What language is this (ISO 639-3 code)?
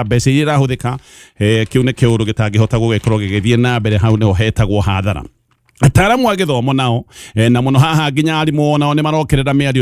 kik